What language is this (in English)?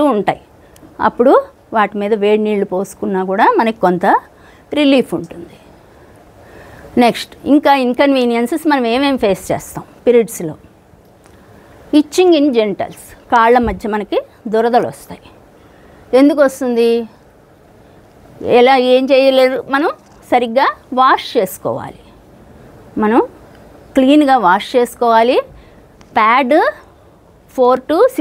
Telugu